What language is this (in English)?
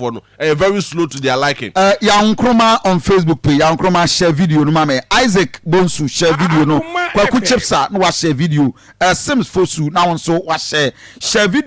Akan